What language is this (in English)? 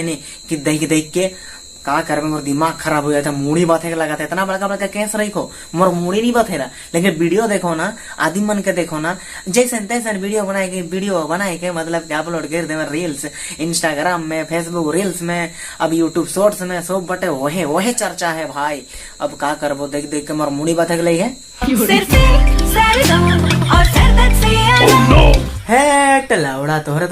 Sadri